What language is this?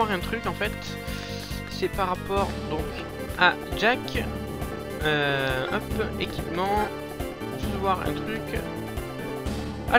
French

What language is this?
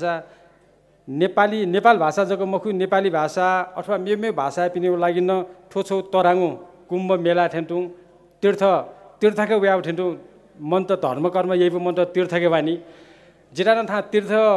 Newari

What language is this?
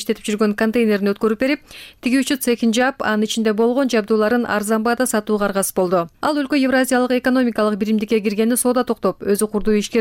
Kyrgyz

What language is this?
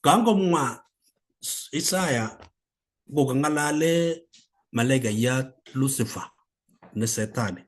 Kalenjin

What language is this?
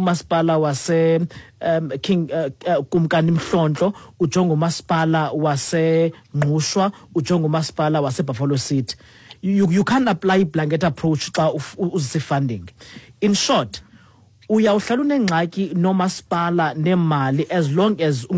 Xhosa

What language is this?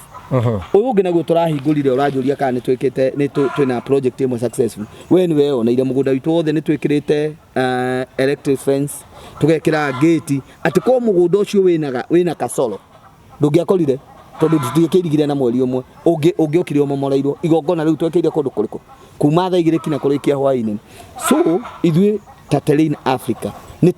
Kikuyu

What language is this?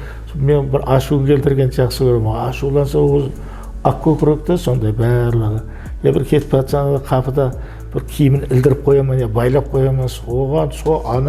Kara-Kalpak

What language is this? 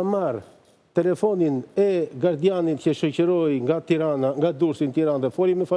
Albanian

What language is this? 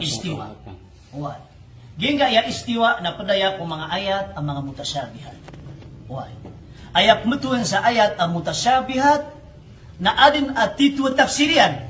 Maranao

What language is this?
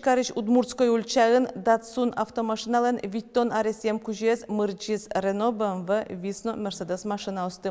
Udmurt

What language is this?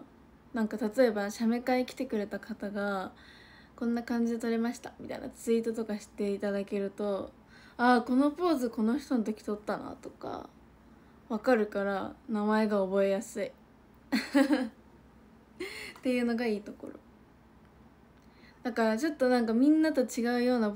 Japanese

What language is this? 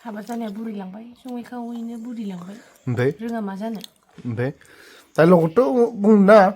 Bodo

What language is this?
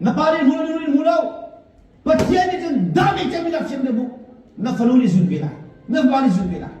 Hakha Chin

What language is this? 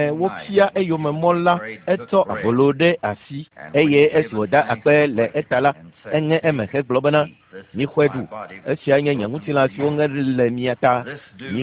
Ewe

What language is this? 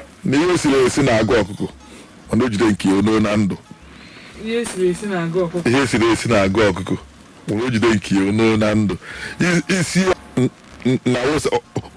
Igbo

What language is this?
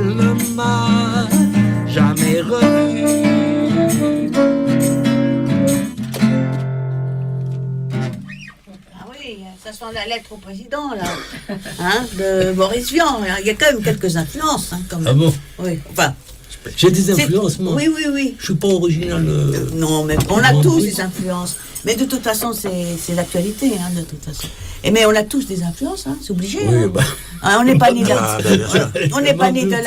French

